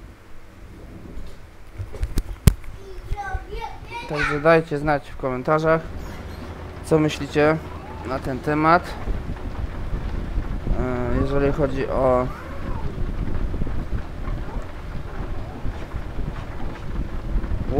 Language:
Polish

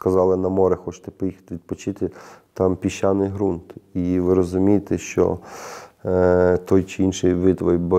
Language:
Ukrainian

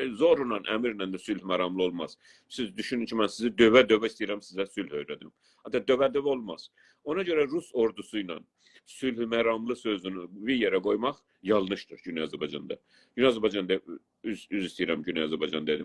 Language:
South Azerbaijani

